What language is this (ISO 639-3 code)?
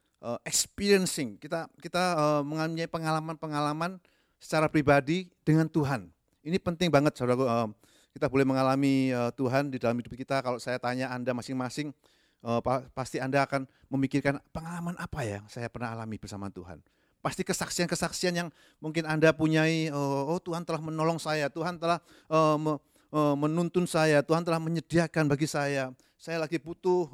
ind